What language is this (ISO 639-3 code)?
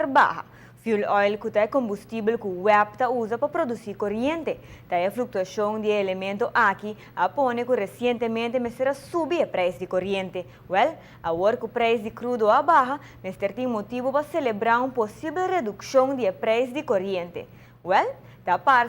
pap